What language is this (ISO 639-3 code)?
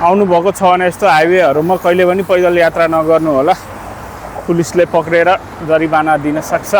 nep